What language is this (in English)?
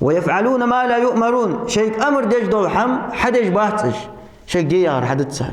Ingush